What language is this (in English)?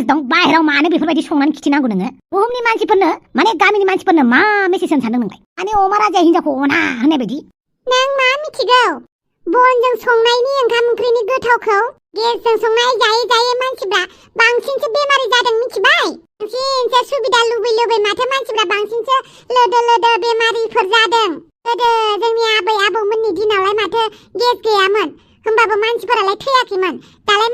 Bodo